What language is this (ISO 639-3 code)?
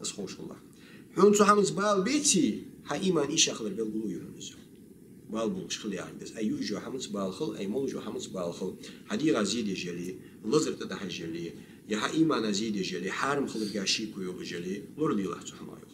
inh